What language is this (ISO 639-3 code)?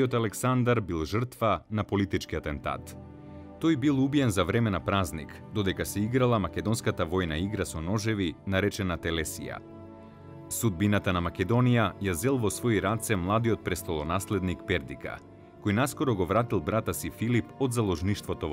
mkd